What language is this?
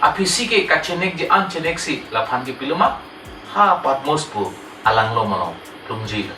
Karbi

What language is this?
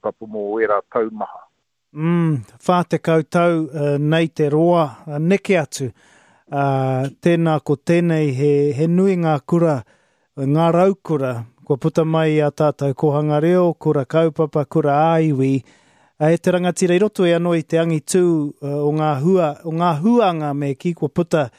Māori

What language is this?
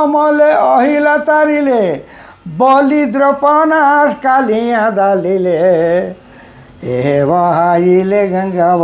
Sadri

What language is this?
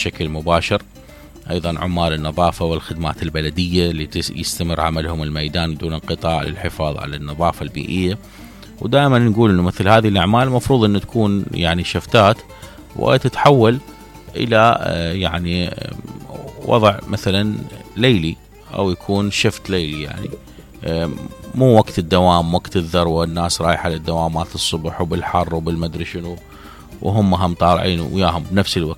Mesopotamian Arabic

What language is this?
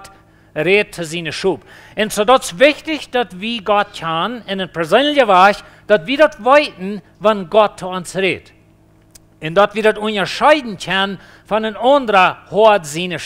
Plautdietsch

